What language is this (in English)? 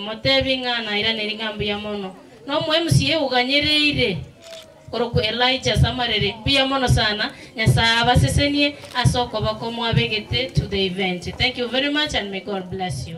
Gusii